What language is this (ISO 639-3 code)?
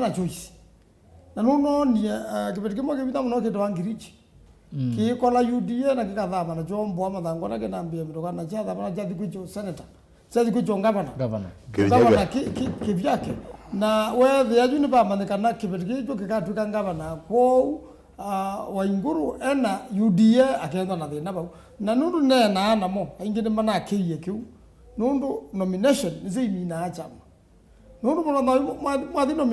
kam